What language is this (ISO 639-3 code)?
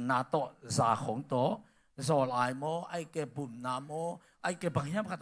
ctd